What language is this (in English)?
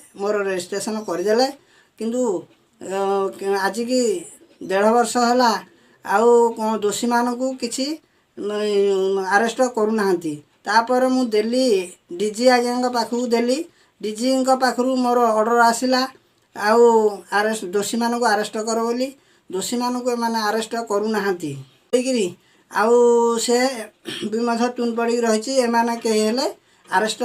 Odia